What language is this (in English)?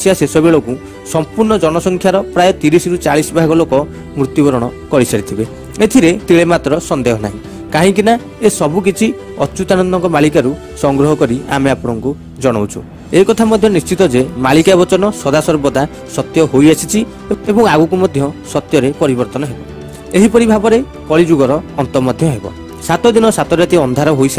Odia